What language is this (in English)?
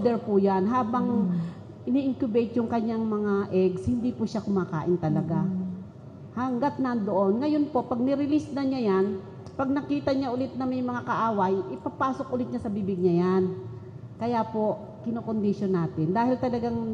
Filipino